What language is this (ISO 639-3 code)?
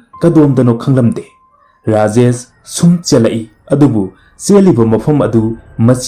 mni